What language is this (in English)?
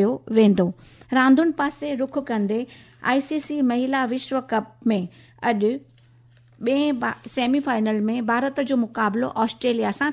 Sindhi